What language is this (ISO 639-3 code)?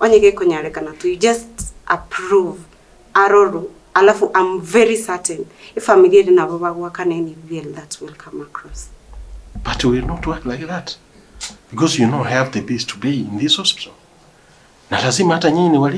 guz